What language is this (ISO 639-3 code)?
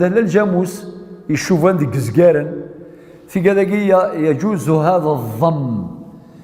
kab